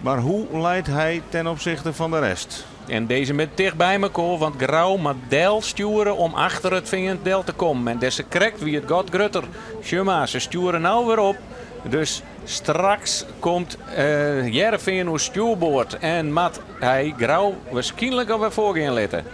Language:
Western Frisian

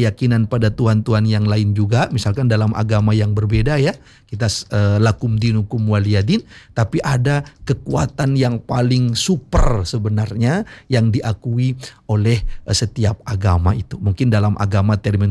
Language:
Indonesian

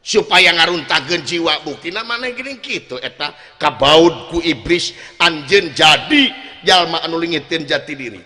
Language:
Sundanese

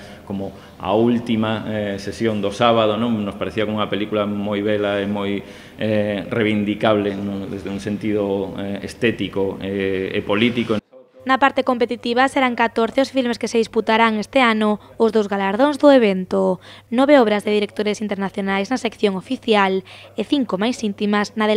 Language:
Galician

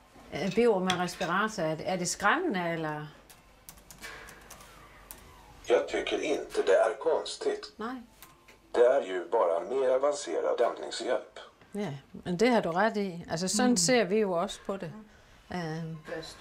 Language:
Danish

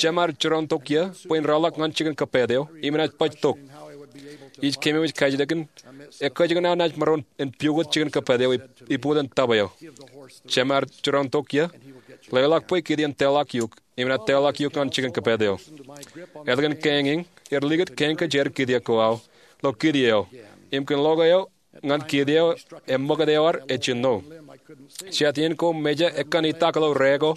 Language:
Marshallese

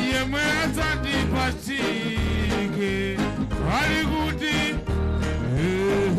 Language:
Nyanja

